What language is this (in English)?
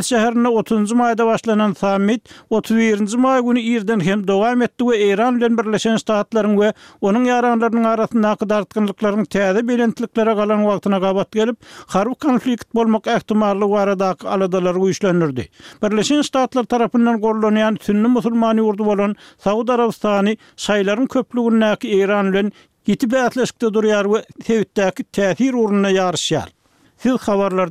Turkmen